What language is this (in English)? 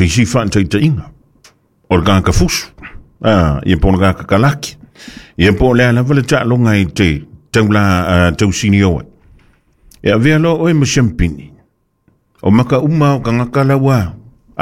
Samoan